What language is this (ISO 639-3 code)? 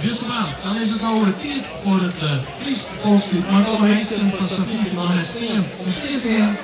fry